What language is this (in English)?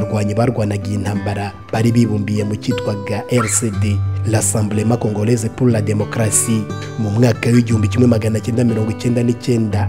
Kinyarwanda